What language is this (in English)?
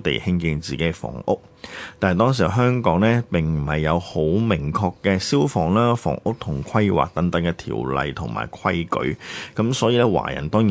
Cantonese